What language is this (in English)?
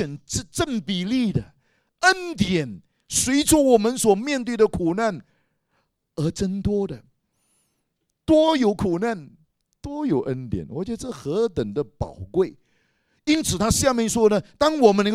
Chinese